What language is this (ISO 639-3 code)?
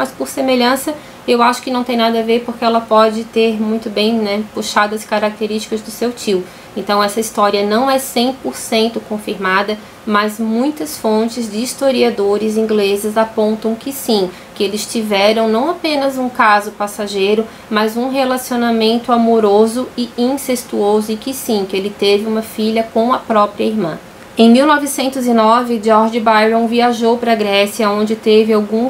por